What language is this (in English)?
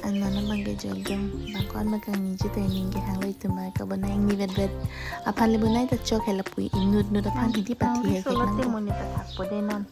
Karbi